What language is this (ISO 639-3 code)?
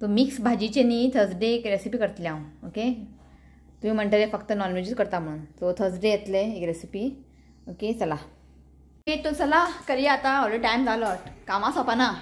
kok